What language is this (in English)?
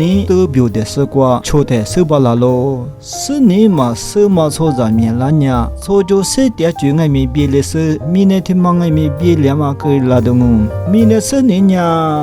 Lisu